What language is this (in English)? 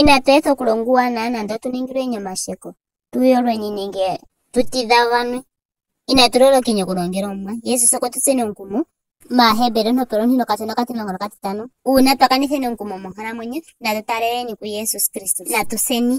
Ndonga